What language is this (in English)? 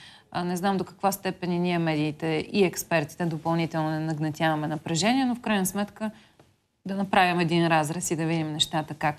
Bulgarian